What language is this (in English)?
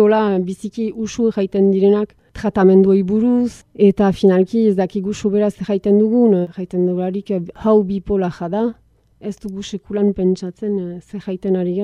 Basque